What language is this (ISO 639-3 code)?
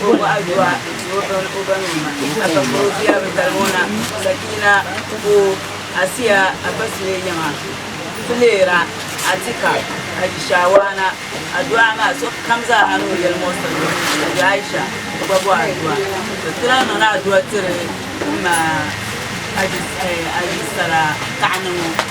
dag